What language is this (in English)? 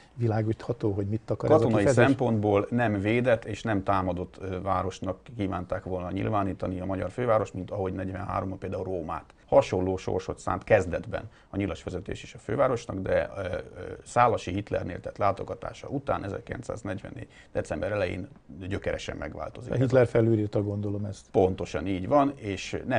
Hungarian